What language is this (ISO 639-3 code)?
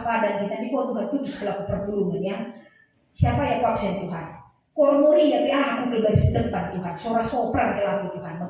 btx